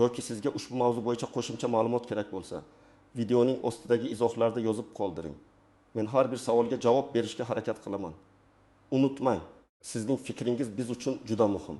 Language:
Uzbek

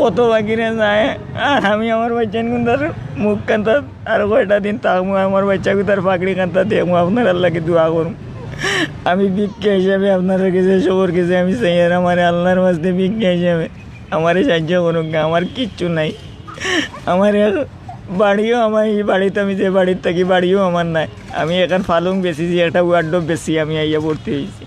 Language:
Sylheti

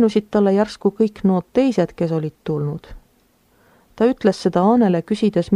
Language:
Estonian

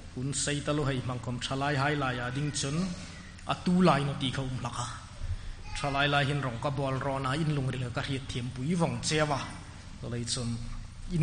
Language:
Hmar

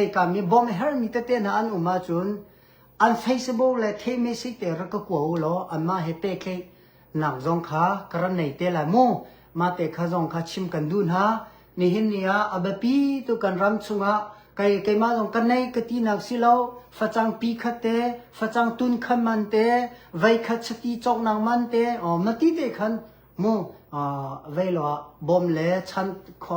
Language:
Hakha Chin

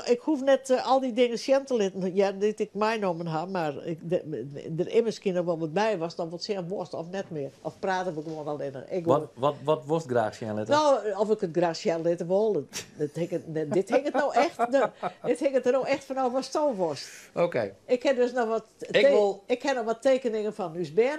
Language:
Western Frisian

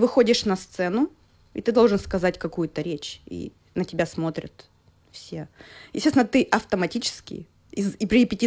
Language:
Russian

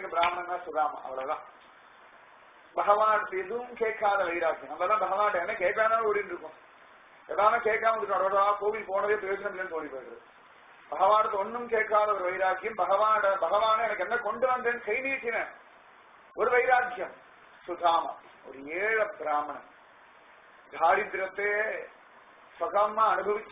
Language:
Tamil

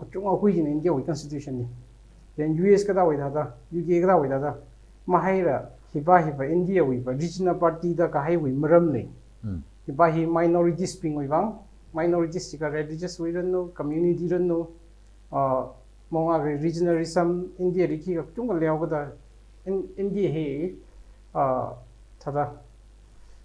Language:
Tangkhul Naga (India)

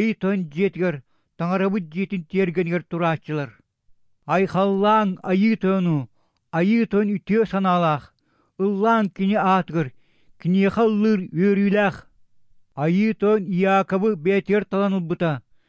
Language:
Yakut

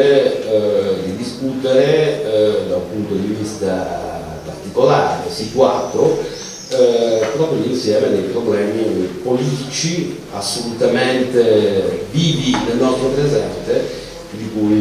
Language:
Italian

